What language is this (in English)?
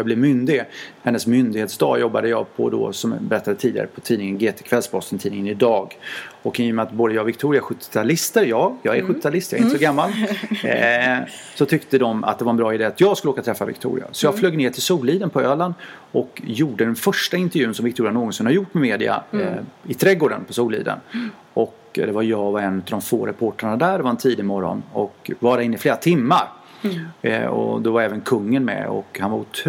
Swedish